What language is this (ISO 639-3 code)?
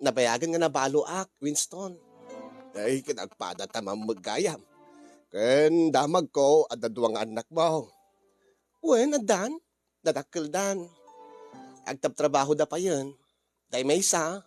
ilo